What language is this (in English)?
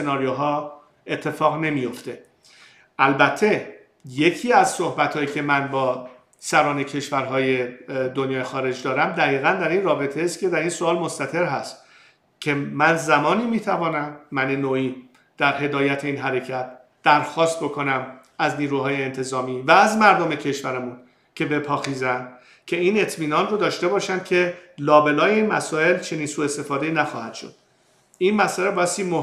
Persian